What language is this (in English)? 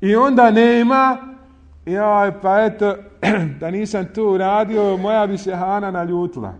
Bosnian